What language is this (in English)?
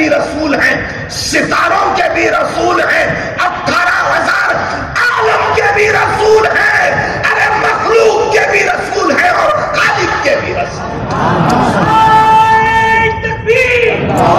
Urdu